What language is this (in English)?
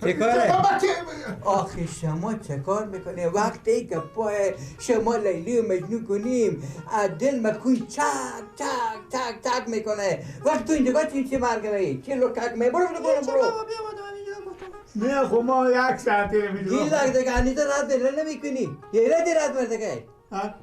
Persian